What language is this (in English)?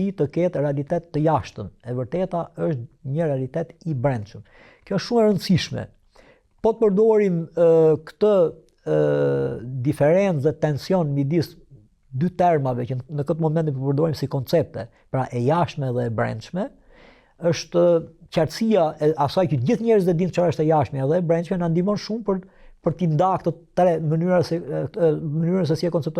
Albanian